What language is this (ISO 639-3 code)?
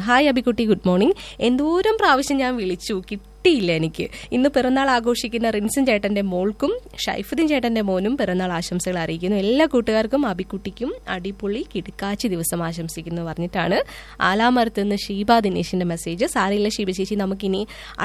mal